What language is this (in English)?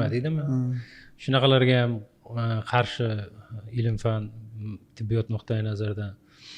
Uzbek